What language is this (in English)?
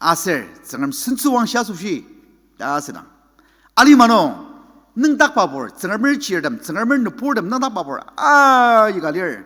Ao Naga